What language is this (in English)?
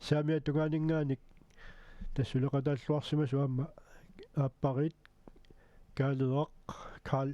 Kalaallisut